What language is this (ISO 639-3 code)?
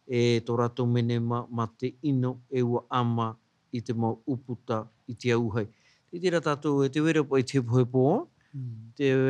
tah